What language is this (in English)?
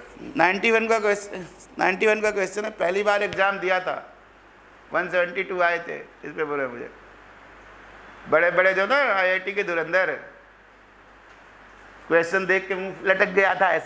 Hindi